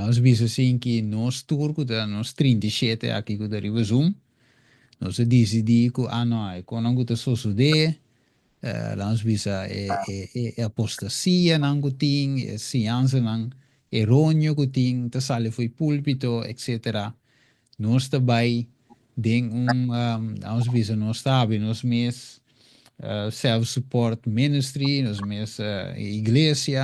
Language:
Papiamento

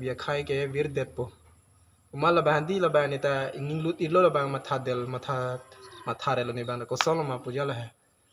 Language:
Karbi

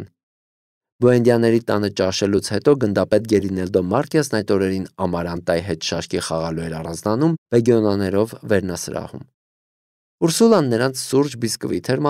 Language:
Armenian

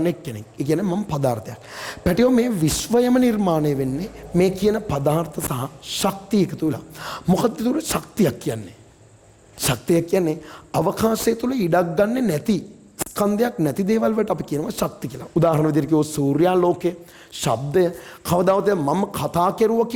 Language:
Sinhala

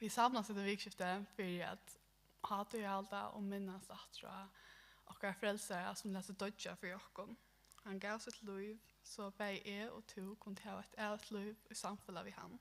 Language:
Faroese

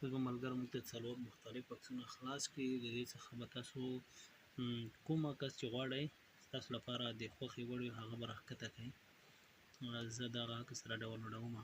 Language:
Pashto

